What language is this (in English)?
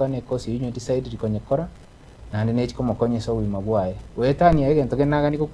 Gusii